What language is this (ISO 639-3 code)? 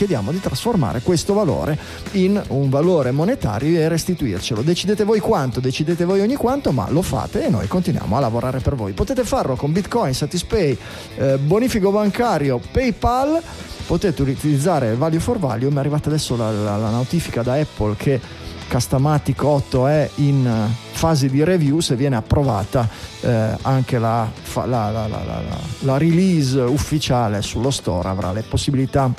ita